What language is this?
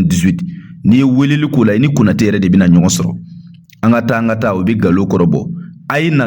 Bambara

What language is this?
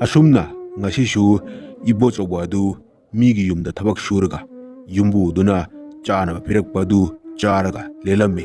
Manipuri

